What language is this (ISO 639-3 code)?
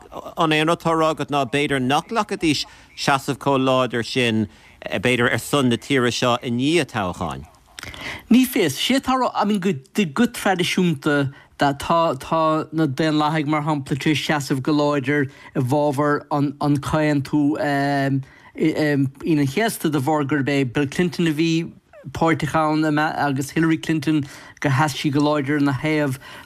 gle